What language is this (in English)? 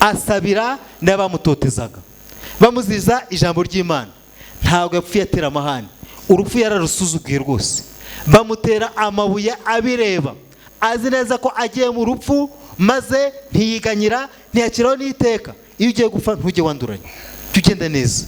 Kinyarwanda